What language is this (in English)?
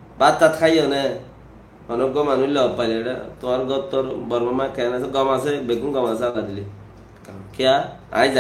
Rohingya